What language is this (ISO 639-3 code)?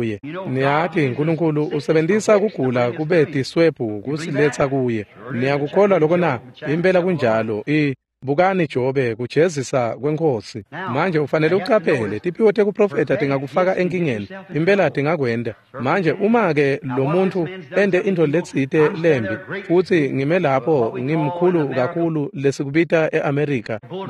ssw